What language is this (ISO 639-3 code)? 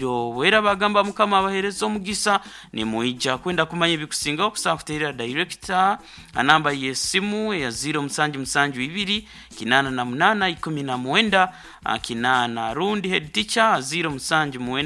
nyo